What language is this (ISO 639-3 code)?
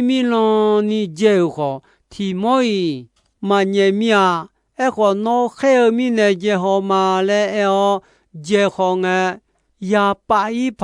ahk